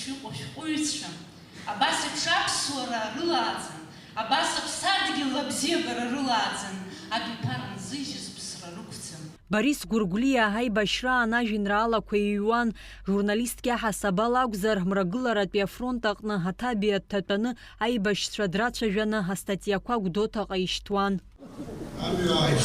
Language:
Abkhazian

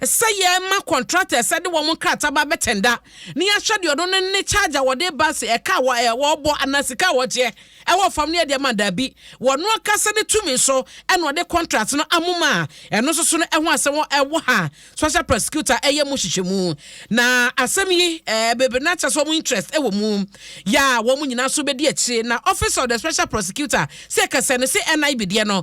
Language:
Akan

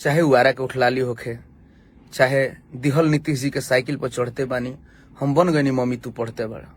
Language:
Bhojpuri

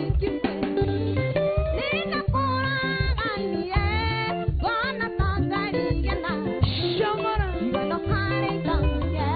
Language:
Kikuyu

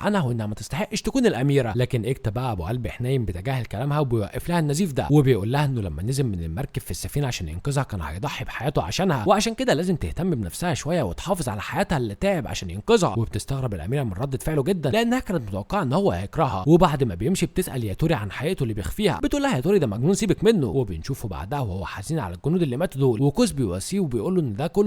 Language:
Egyptian Arabic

